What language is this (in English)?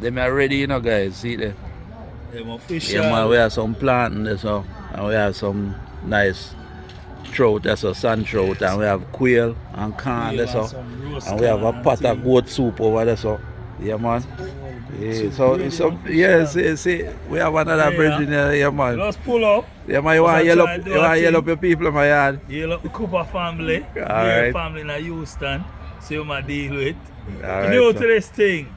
Jamaican Creole English